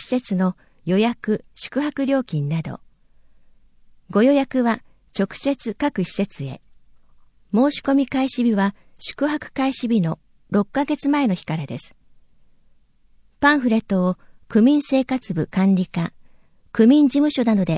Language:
Japanese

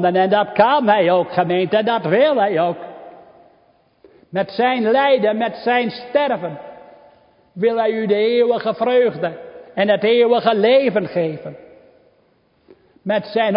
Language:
Dutch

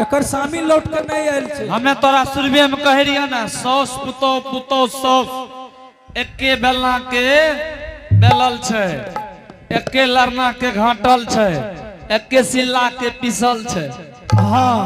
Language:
Angika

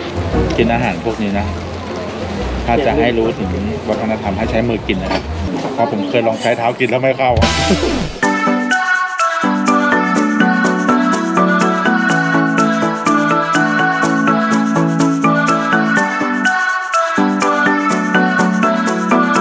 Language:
Thai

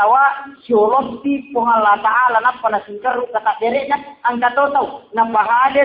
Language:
Buginese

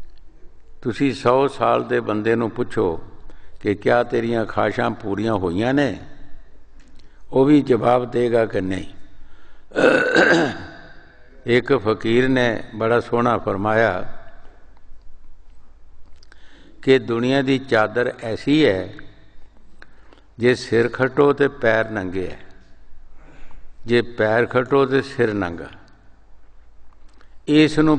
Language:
Punjabi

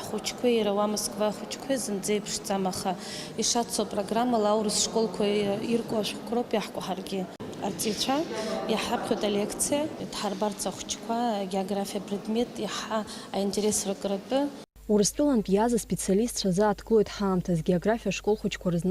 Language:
Abkhazian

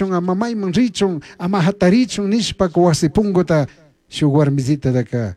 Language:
Chimborazo Highland Quichua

